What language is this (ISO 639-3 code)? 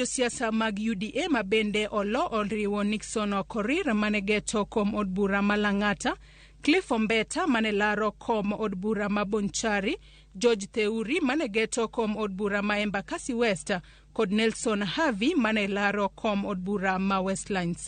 luo